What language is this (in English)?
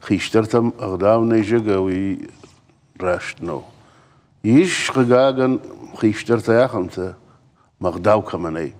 Ossetic